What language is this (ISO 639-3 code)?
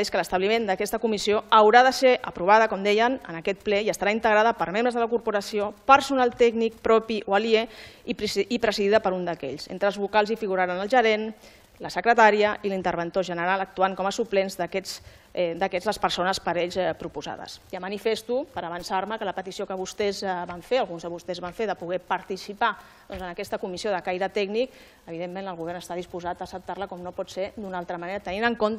cat